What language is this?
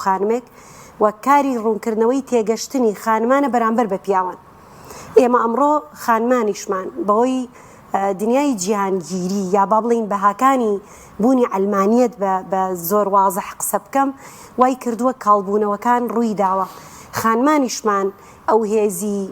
Central Kurdish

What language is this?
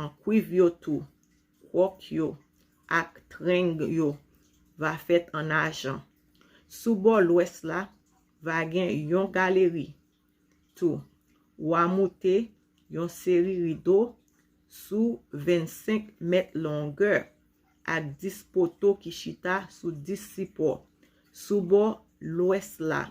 Haitian Creole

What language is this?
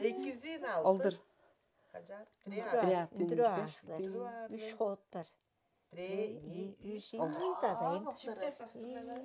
Tuvinian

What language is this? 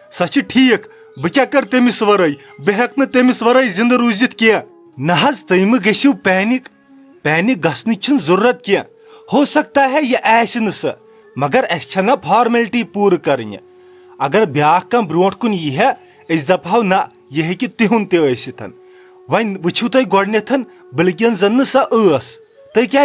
Kashmiri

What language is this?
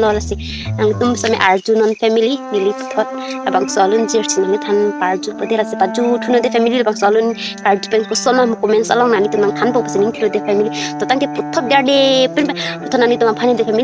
Karbi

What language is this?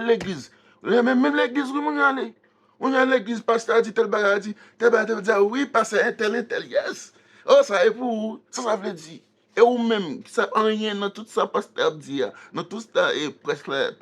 Haitian Creole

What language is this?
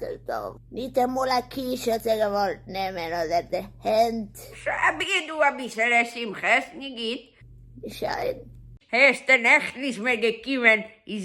Yiddish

